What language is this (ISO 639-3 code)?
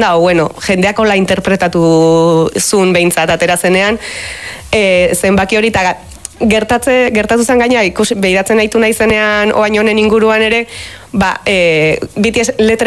eus